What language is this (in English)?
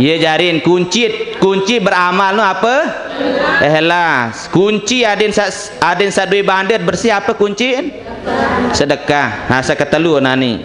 Sasak